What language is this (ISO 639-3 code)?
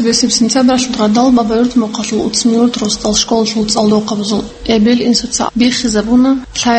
ava